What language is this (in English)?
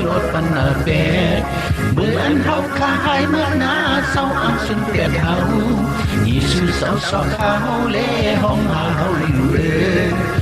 Shan